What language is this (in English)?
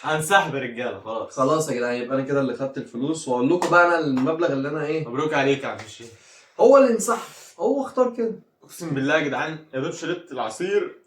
Egyptian Arabic